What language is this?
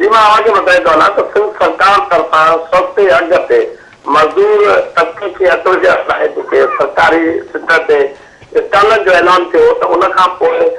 Sindhi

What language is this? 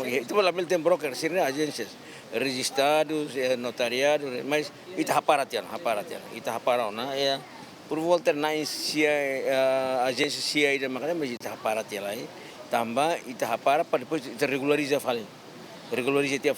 Tetum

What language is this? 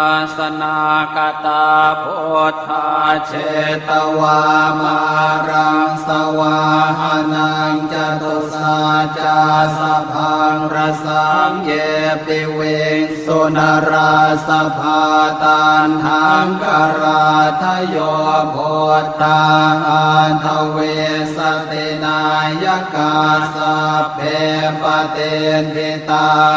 Pali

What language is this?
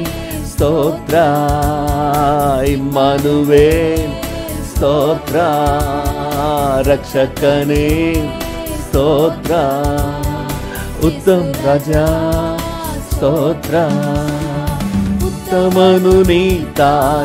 Kannada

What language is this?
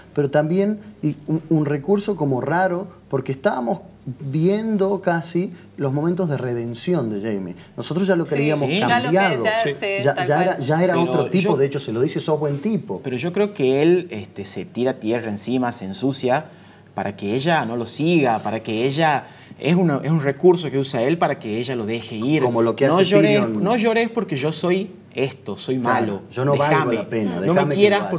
Spanish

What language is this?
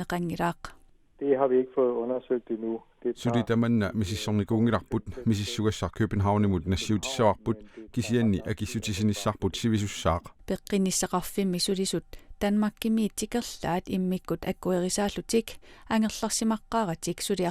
Kalaallisut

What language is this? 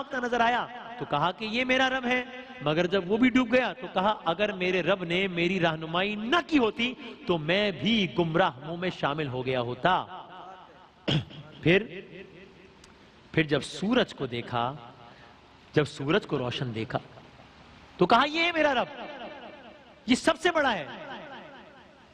Urdu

